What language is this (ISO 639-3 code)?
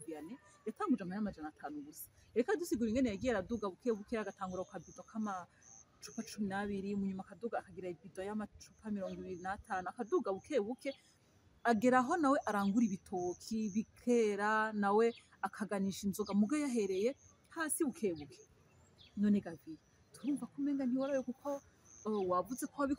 run